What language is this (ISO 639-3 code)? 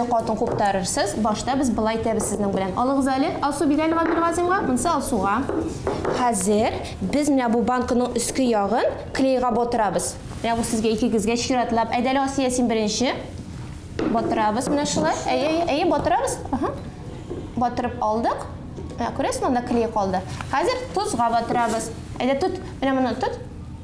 tat